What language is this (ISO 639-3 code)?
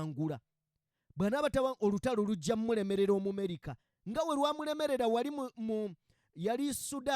lug